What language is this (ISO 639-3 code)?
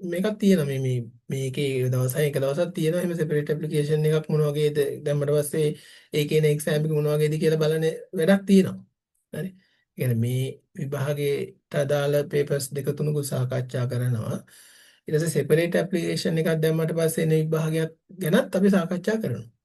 sin